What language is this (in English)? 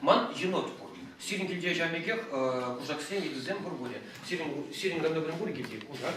Chuvash